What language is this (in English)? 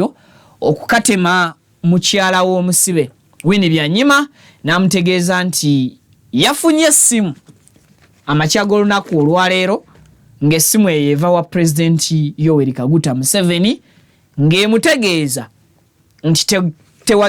Ganda